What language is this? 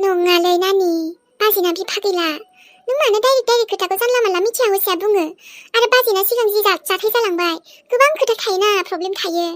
Bodo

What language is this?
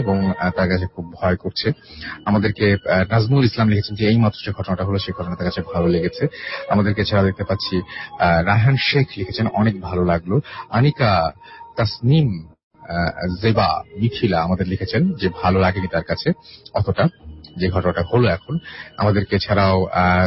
Bangla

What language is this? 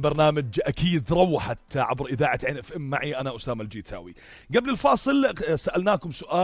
North Levantine Arabic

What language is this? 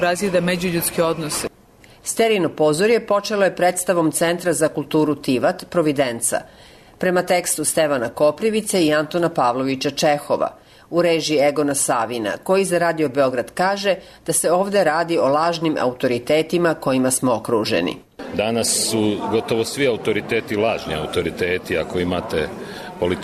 Serbian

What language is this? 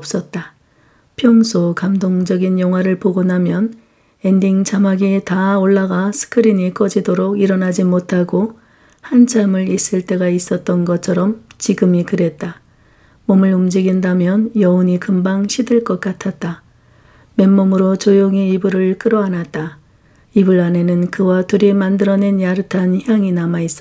Korean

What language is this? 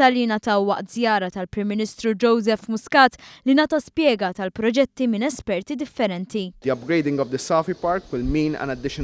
Maltese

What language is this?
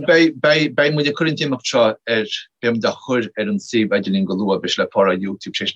Irish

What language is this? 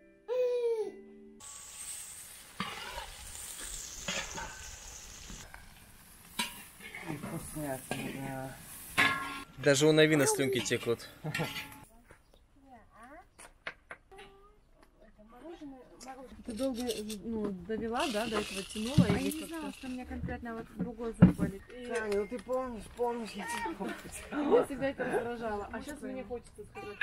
Russian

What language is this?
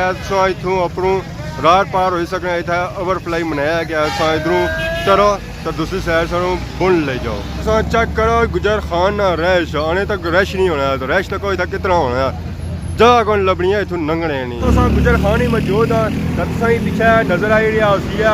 Pahari-Potwari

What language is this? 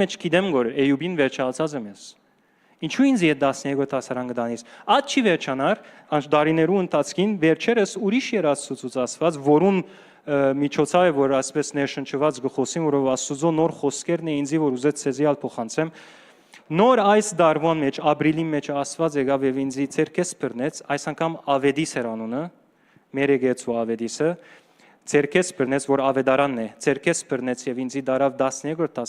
Western Armenian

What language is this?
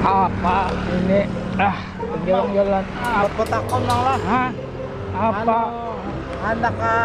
Banjar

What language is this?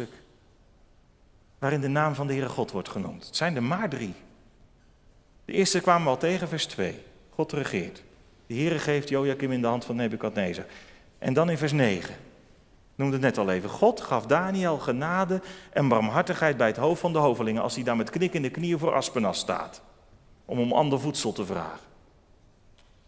Dutch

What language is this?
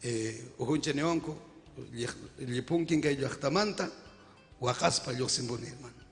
Ayacucho Quechua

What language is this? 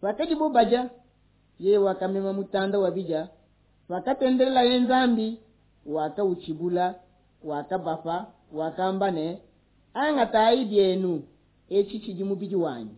Luba-Lulua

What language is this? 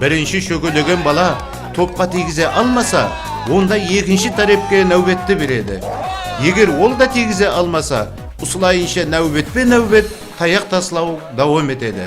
Kara-Kalpak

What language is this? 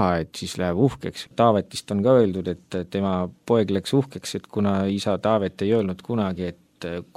Estonian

